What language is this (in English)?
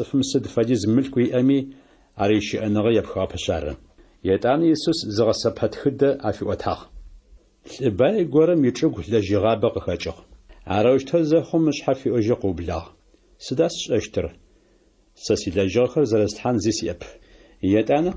Adyghe